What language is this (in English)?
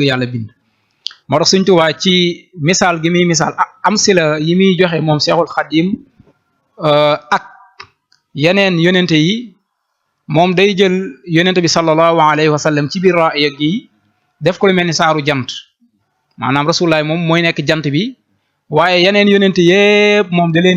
Wolof